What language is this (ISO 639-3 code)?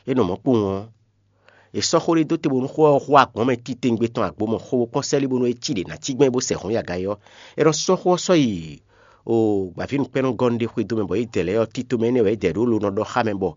fon